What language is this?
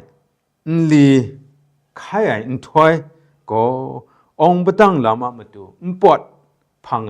Kachin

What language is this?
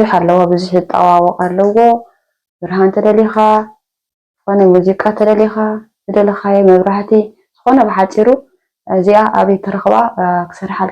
Tigrinya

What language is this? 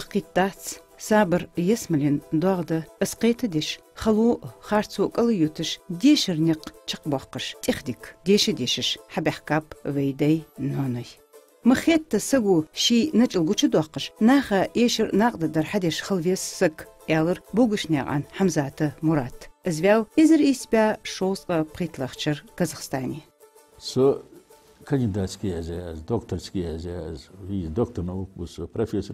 Ingush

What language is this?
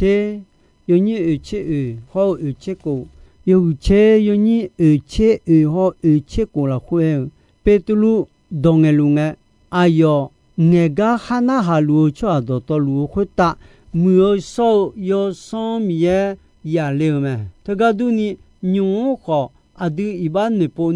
Akha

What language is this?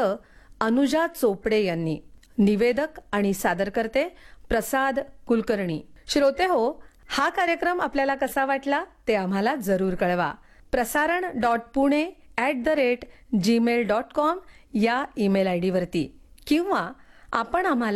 Marathi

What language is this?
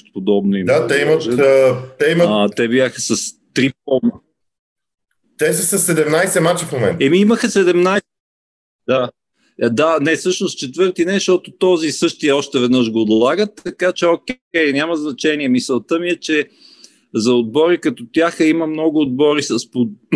Bulgarian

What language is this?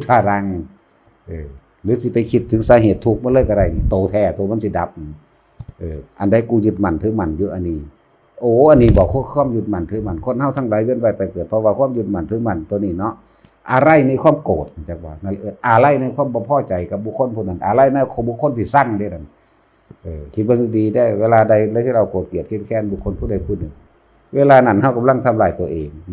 Northeastern Thai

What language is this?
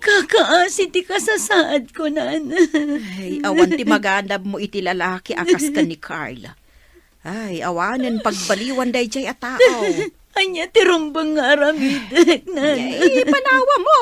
Iloko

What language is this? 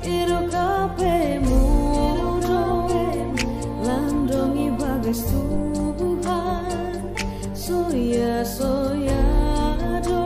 Batak Simalungun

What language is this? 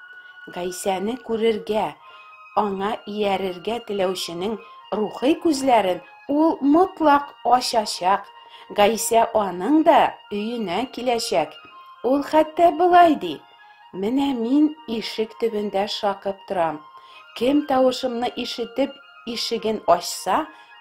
Tatar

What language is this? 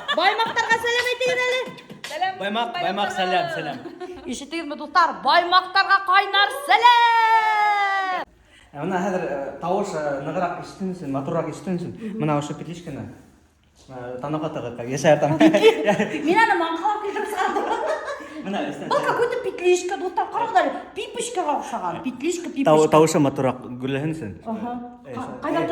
Bashkir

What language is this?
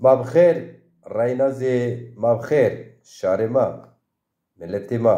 Zaza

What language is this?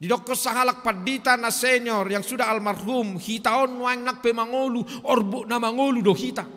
Batak Toba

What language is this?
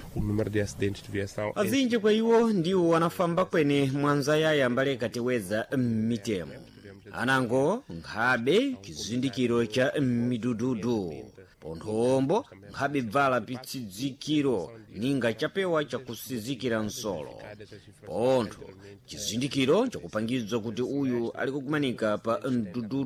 Sena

